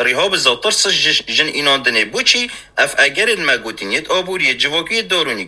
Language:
Kurdish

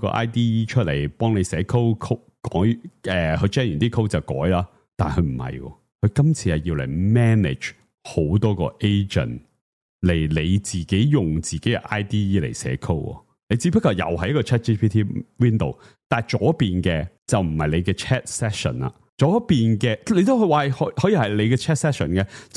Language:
Cantonese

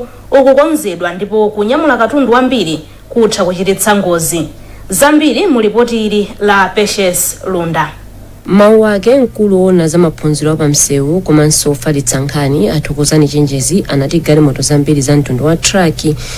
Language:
Nyanja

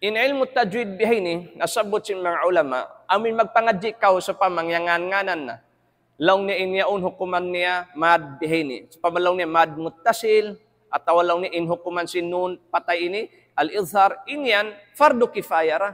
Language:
Tausug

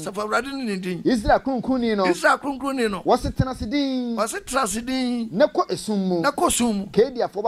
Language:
Akan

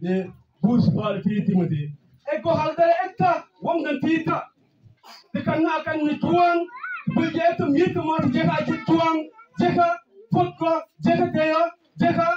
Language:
Mabaan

